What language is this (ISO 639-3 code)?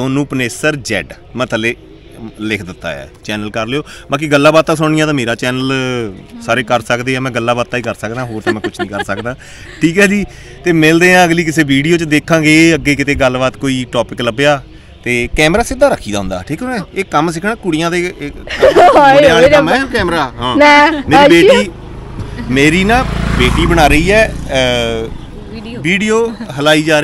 pan